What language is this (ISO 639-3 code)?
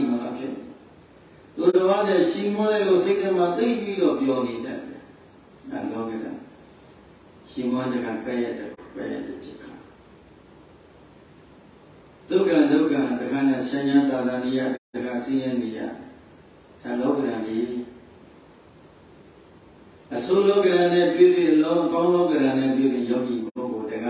mya